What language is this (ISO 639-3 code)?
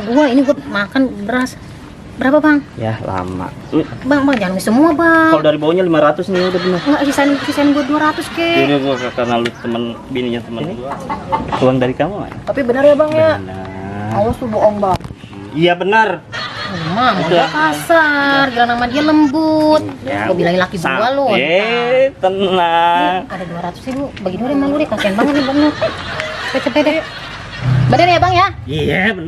bew